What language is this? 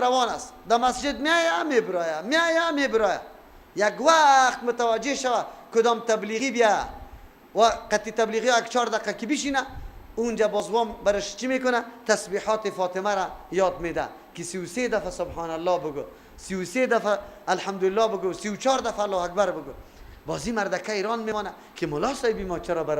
Persian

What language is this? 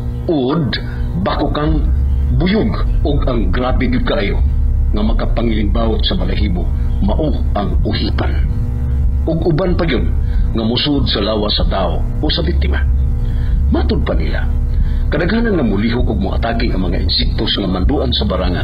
Cebuano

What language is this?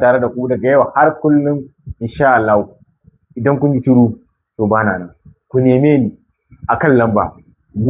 Hausa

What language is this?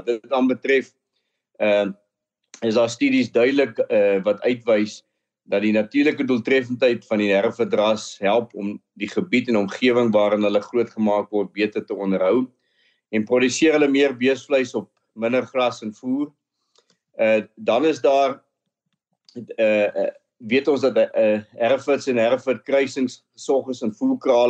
Afrikaans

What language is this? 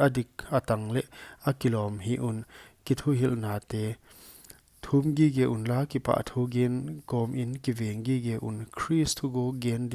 Paite Chin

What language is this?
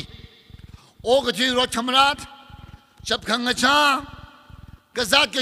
Tangkhul Naga (India)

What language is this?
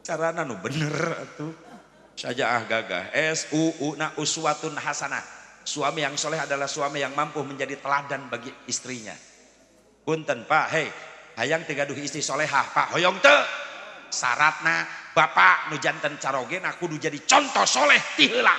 Sundanese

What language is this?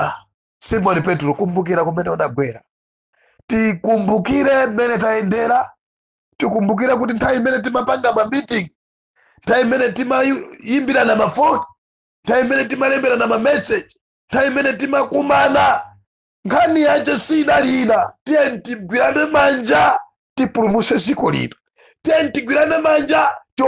Nyanja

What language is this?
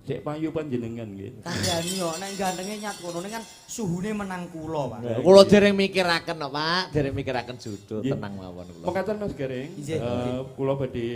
Javanese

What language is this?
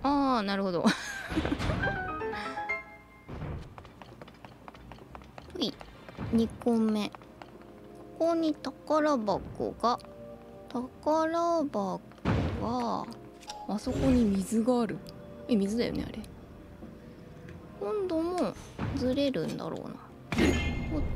Japanese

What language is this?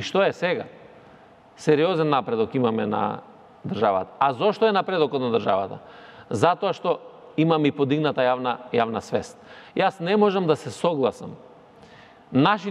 Macedonian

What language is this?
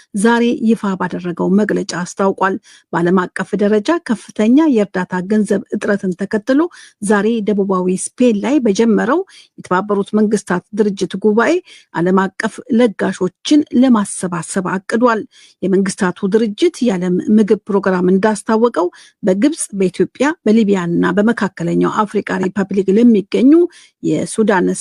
Amharic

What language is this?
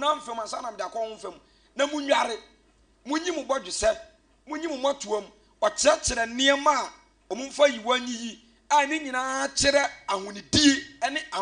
Akan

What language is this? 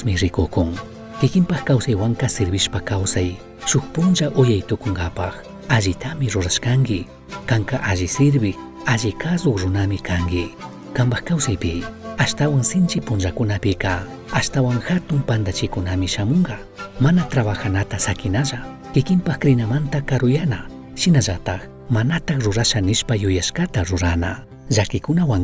Chimborazo Highland Quichua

